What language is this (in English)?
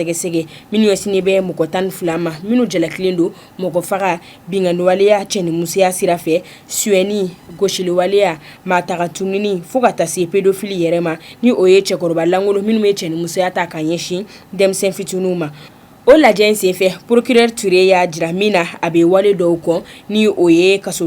Bambara